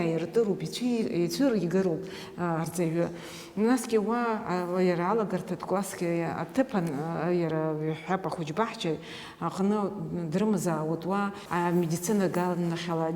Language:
Abkhazian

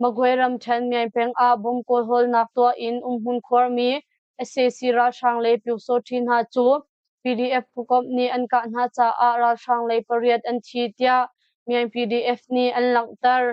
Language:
Hakha Chin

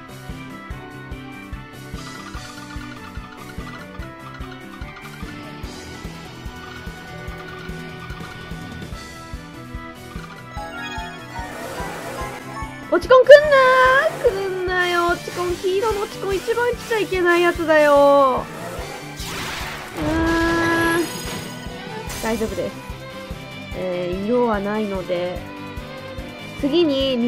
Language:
Japanese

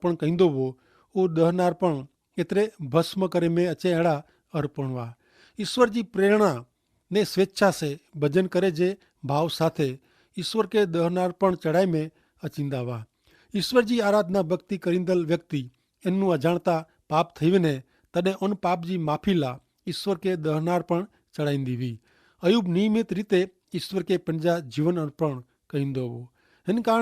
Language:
Kachhi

